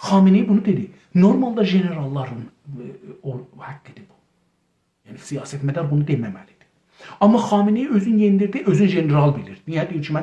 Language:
South Azerbaijani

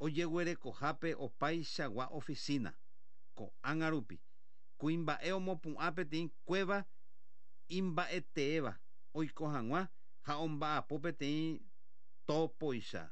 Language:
Guarani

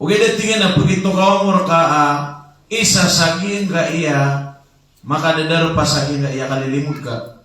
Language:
Maranao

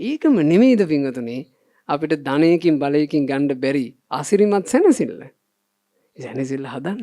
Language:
Sinhala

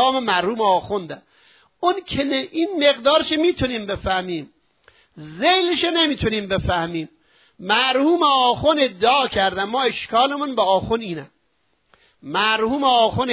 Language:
Persian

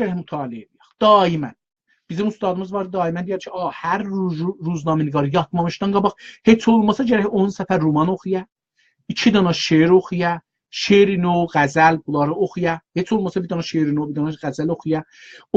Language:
South Azerbaijani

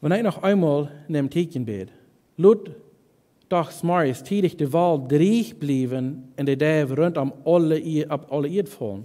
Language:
Plautdietsch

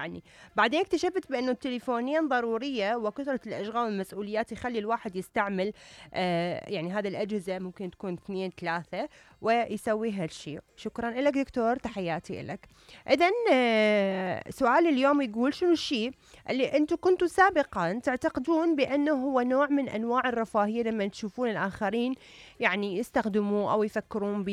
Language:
Mesopotamian Arabic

